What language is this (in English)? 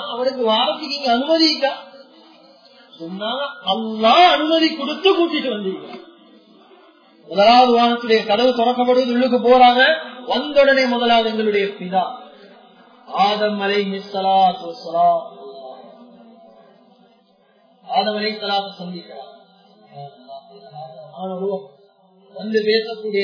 Tamil